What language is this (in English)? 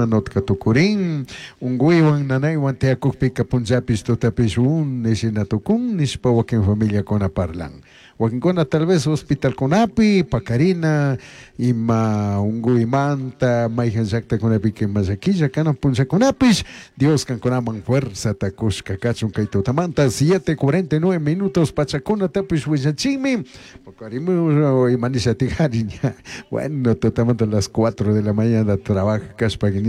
Chimborazo Highland Quichua